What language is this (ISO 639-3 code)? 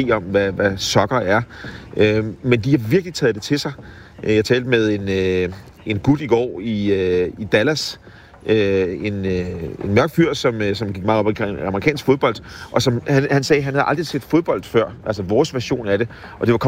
dan